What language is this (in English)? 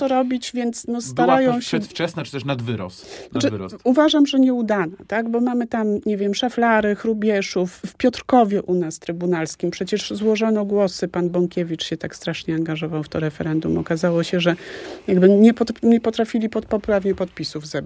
Polish